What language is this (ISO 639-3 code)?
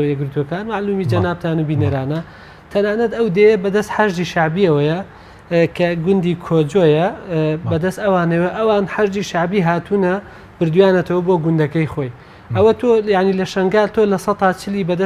ckb